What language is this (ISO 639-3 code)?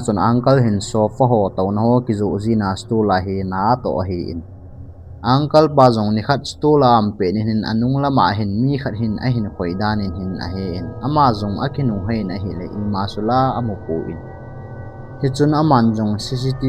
tcz